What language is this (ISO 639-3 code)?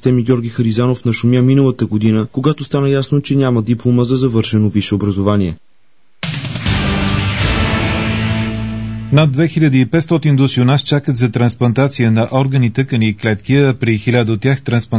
bul